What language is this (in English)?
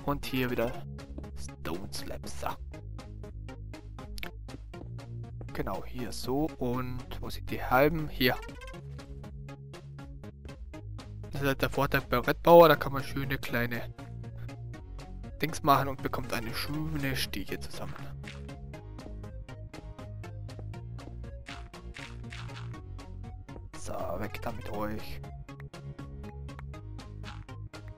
German